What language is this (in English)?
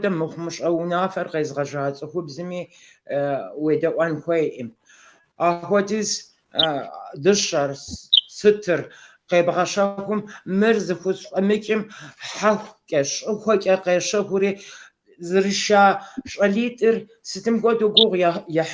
Kabardian